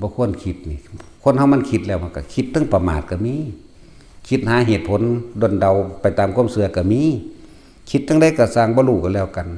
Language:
Northeastern Thai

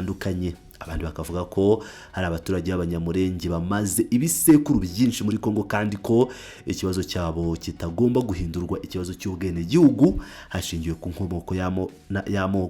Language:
Kinyarwanda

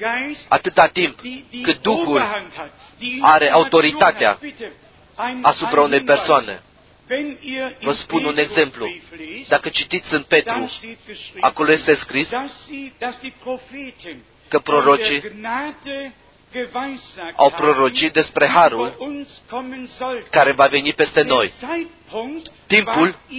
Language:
Romanian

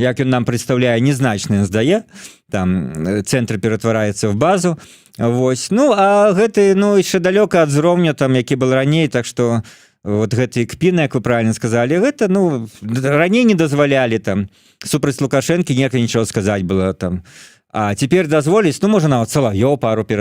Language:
Belarusian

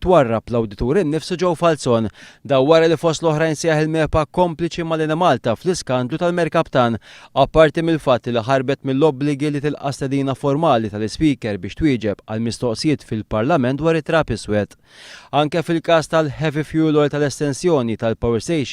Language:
Maltese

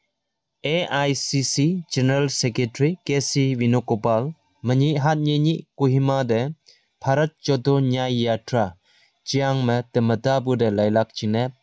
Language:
Konyak Naga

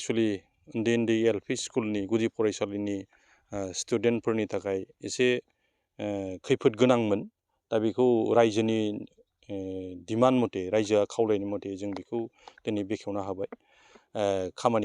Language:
Bodo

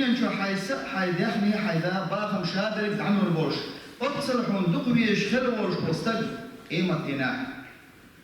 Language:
Chechen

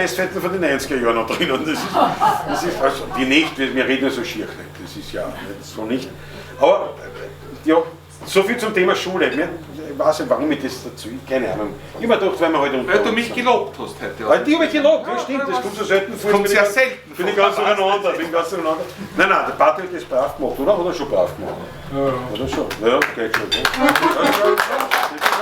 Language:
Bavarian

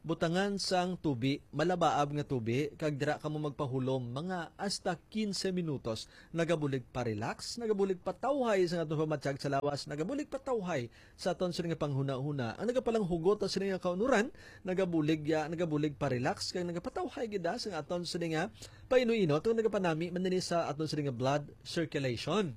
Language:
Hiligaynon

